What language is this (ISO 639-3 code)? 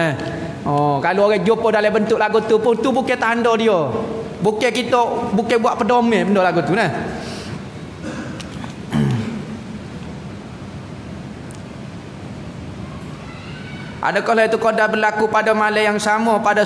msa